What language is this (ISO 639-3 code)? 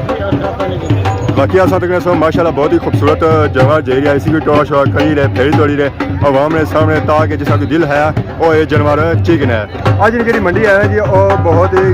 phr